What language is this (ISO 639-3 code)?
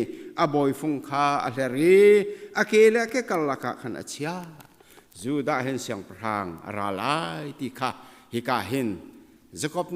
cnh